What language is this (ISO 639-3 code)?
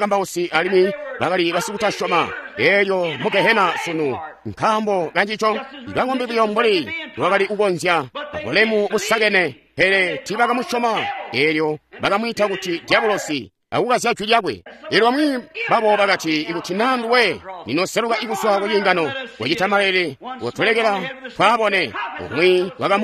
toi